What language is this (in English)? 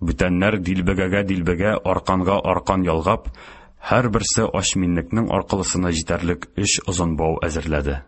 Tatar